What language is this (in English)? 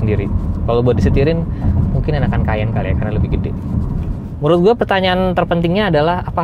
Indonesian